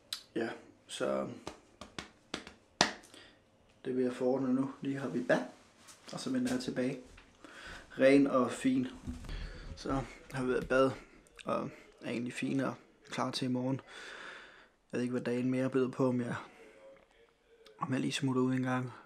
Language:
Danish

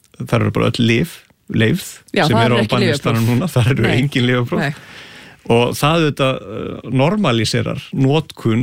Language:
Icelandic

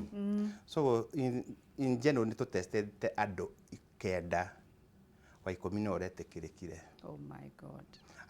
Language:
Kikuyu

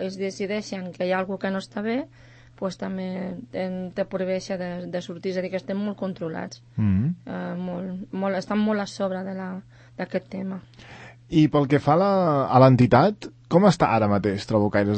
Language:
Catalan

